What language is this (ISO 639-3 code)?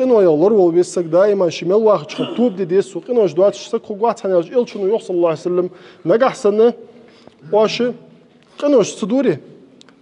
inh